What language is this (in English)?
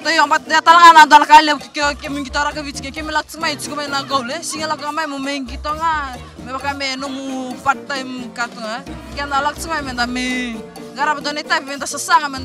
Fijian